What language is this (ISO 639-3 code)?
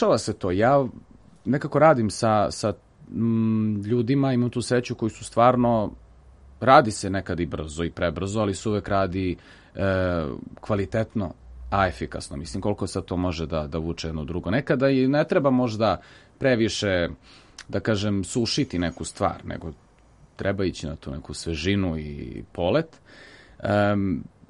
srp